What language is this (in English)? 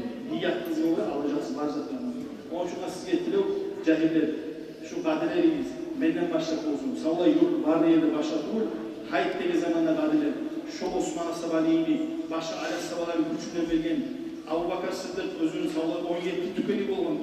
Kumyk